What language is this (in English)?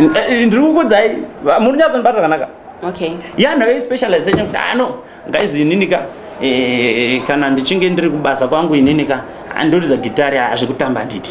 Shona